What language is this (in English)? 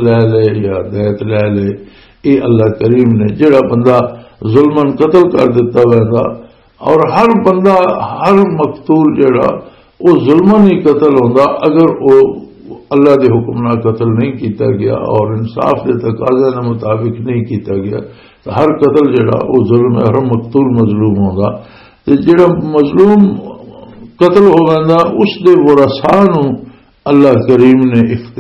Western Panjabi